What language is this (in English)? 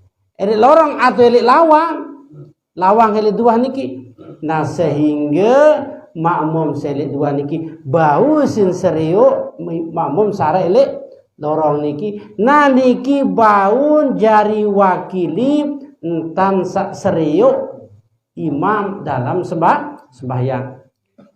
Sasak